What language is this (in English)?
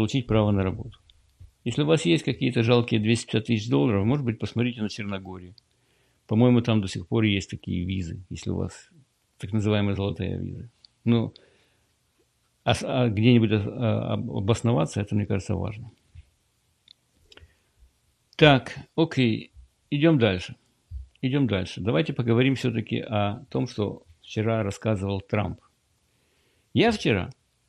Russian